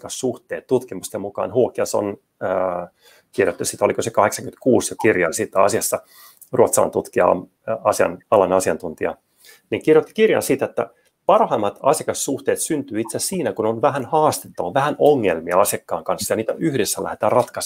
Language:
Finnish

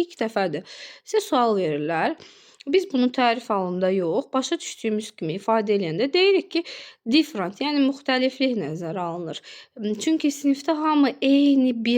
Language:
Azerbaijani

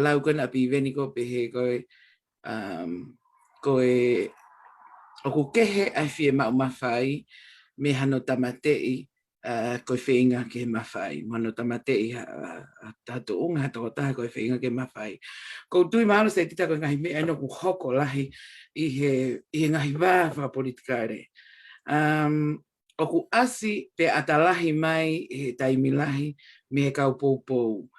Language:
Tongan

